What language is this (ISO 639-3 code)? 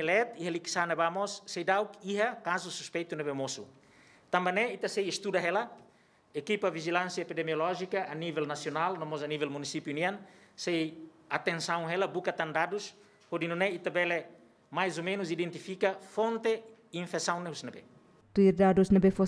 tet